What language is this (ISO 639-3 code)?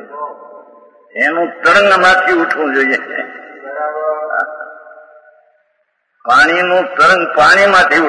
guj